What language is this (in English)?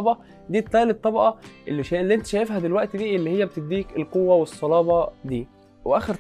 Egyptian Arabic